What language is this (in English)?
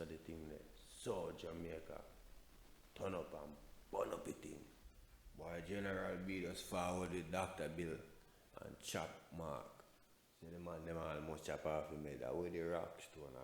Jamaican Creole English